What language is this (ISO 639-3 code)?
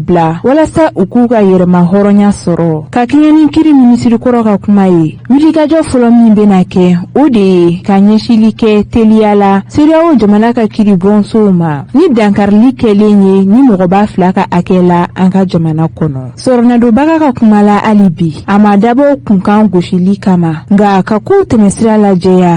bam